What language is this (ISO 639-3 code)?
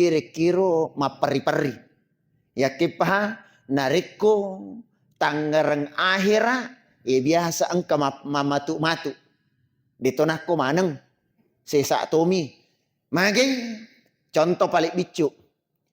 bug